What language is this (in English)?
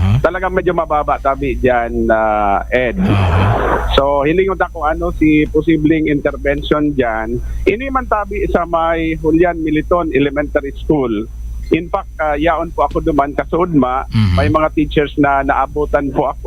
Bikol